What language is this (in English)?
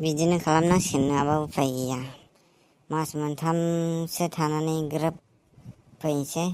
Bodo